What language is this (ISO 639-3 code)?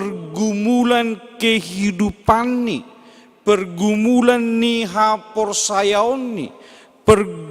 bts